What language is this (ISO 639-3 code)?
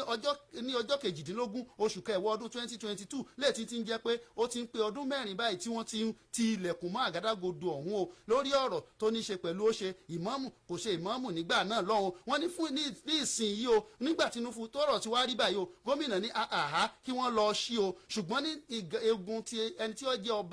yor